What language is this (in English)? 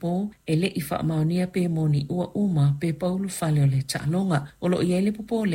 Samoan